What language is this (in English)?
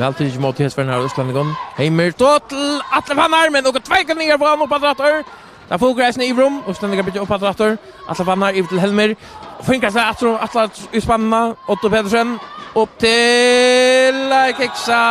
Faroese